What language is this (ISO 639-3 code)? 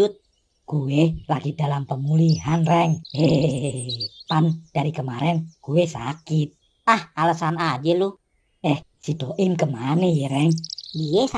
bew